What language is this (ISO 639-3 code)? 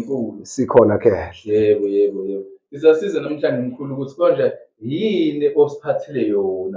zul